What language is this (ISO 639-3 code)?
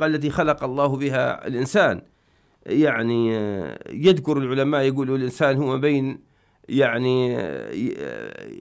ara